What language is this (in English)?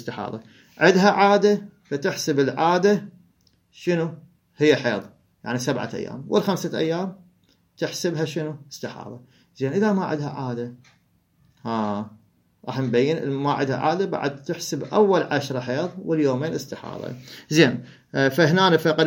Mesopotamian Arabic